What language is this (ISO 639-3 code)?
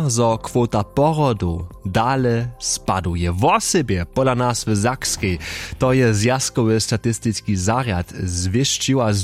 hsb